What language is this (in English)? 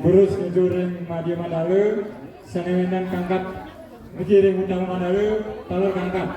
Balinese